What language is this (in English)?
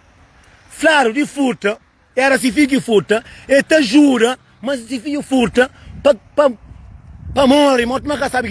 Kabuverdianu